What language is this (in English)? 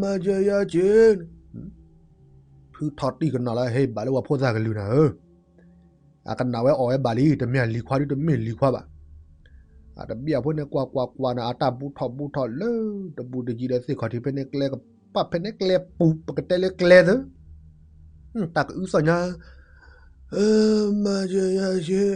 S'gaw Karen